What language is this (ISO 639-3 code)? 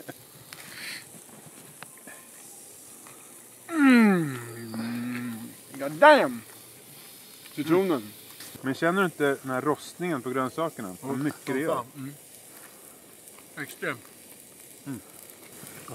swe